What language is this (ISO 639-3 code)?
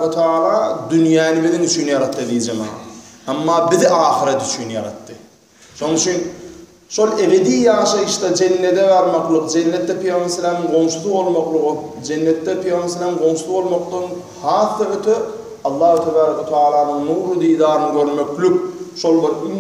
tuk